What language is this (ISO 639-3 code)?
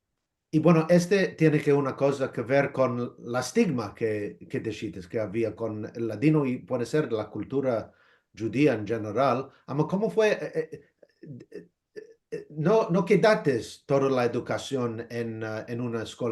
lad